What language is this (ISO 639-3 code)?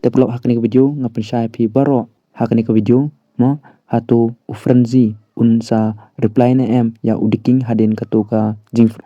kha